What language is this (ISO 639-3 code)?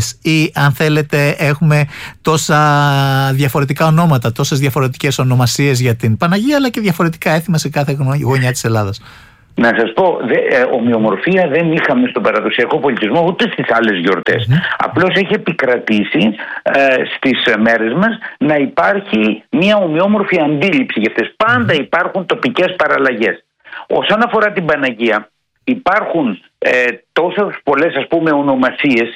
ell